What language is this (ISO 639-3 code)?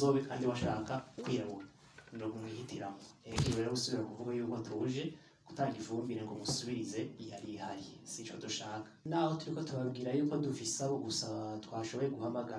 run